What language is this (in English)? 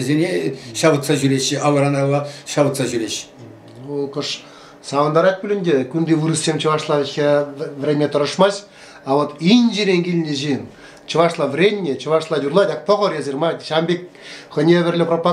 Chuvash